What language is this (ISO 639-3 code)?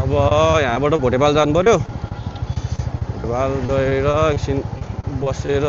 nep